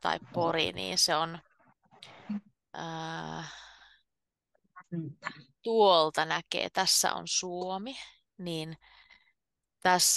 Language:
Finnish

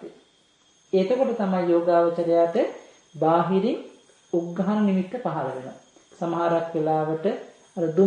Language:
Sinhala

